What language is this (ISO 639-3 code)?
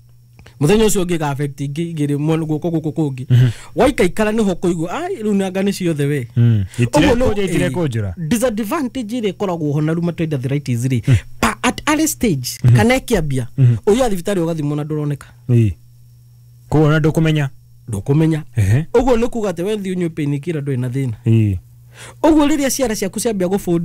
kik